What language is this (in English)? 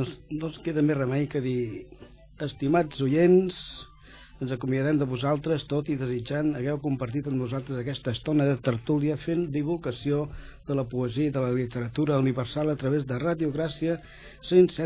Catalan